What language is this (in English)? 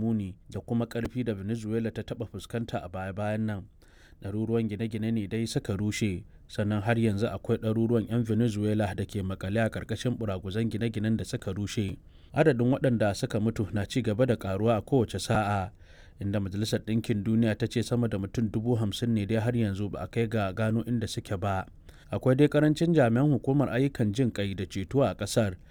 Hausa